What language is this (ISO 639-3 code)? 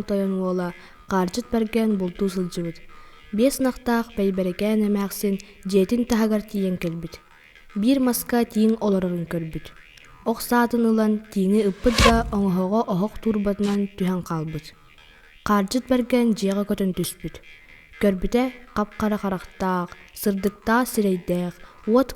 sah